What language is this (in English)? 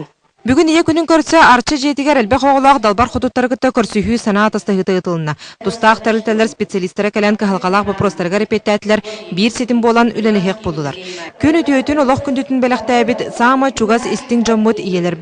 Yakut